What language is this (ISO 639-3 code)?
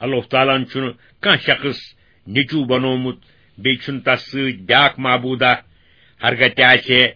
kas